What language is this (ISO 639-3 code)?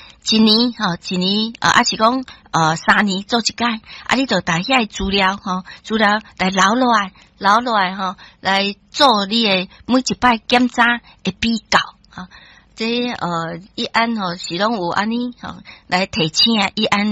nan